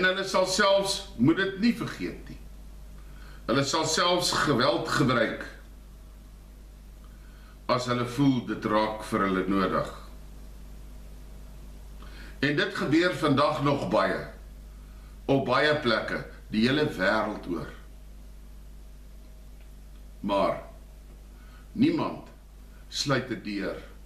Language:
Afrikaans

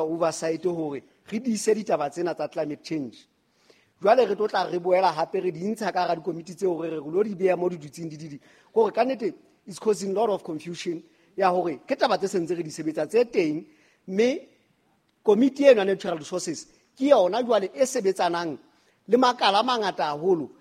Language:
Southern Sotho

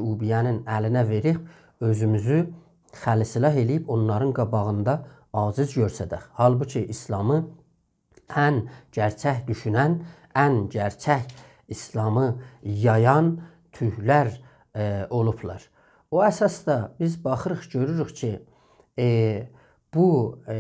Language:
South Azerbaijani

